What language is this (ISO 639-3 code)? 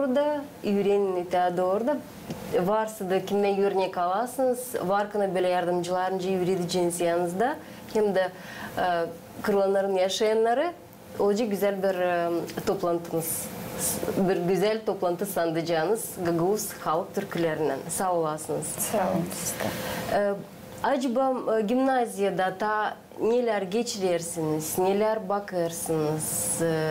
gag